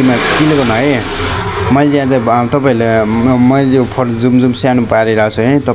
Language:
Nepali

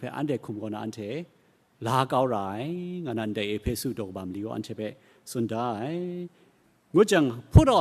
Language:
Kachin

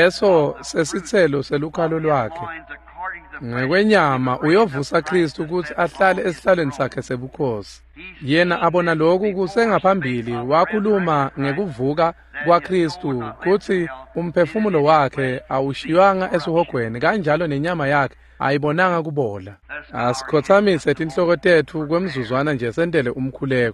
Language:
Swati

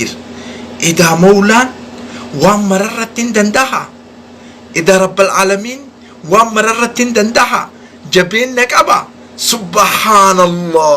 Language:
Oromo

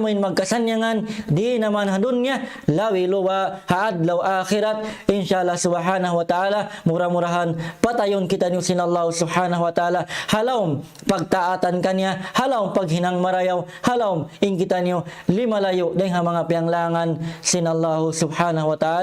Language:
Tausug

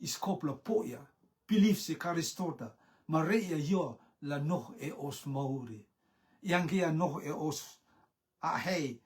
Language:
Rotuman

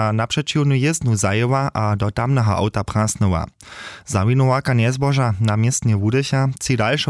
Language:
Upper Sorbian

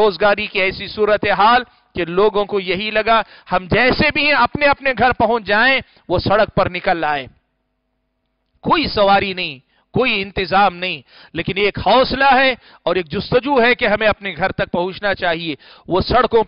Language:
Urdu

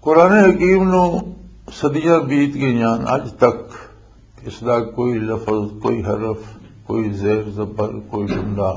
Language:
Western Panjabi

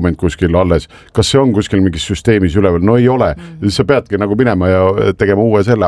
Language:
Estonian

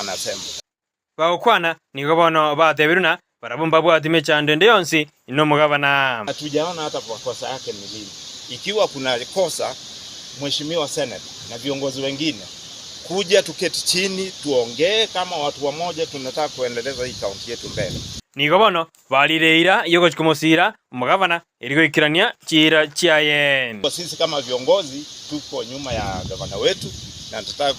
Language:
Gusii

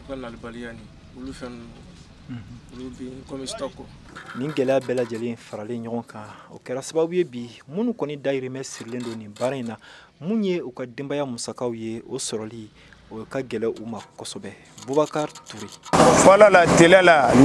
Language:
Bambara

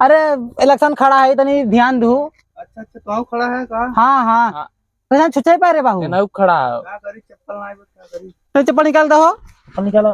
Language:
Awadhi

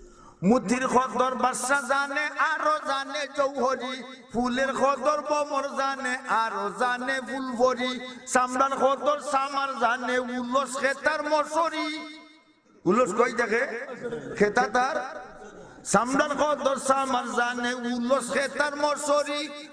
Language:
Sylheti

